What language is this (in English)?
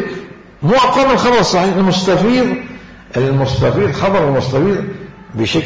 Mesopotamian Arabic